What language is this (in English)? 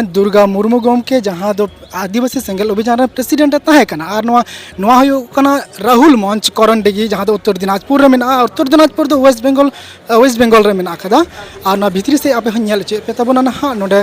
Santali